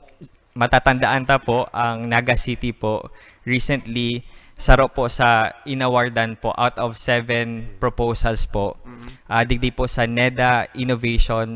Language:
Bikol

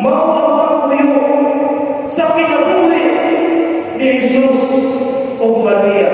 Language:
Cebuano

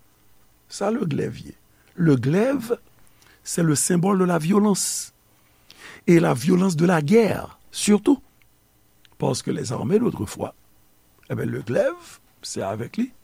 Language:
Haitian Creole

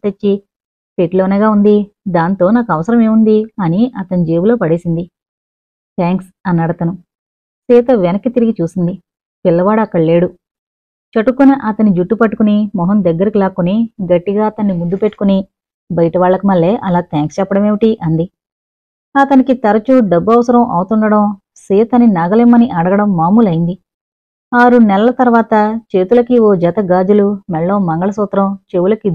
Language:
Telugu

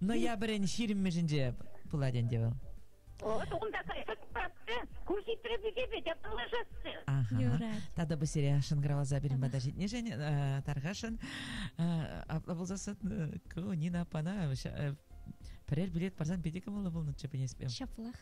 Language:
Chuvash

